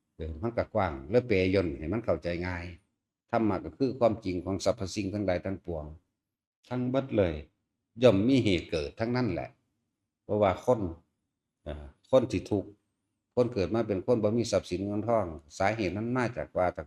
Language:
Northeastern Thai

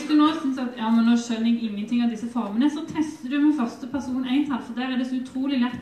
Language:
Norwegian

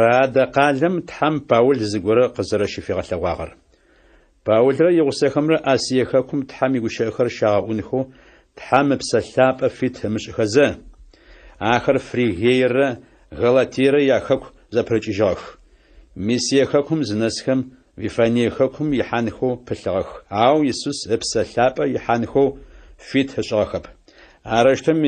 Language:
Adyghe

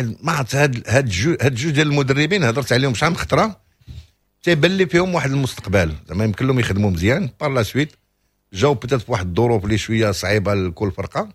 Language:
Moroccan Arabic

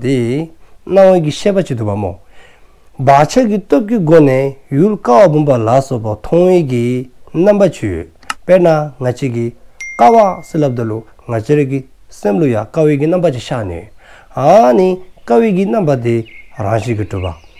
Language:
Dzongkha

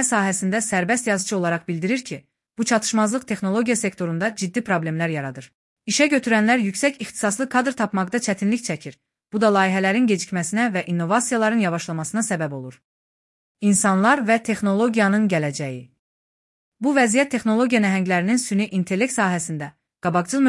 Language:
Azerbaijani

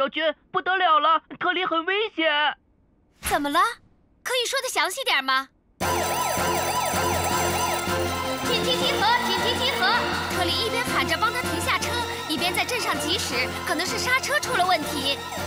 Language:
Chinese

